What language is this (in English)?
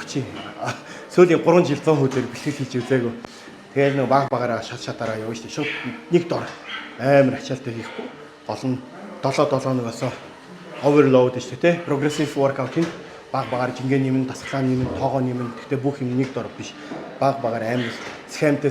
Mongolian